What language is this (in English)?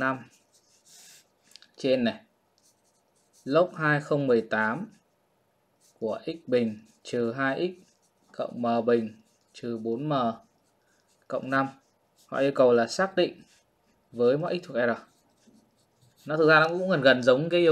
Vietnamese